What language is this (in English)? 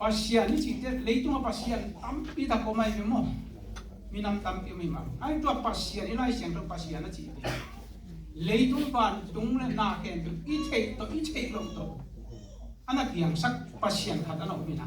Tedim Chin